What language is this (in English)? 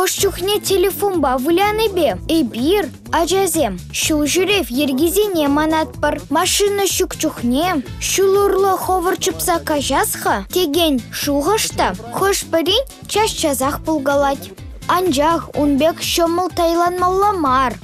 Chuvash